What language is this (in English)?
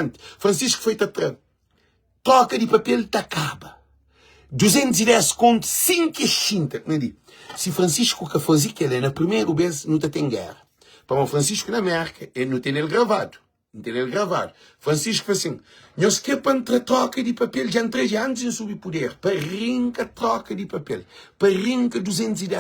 Kabuverdianu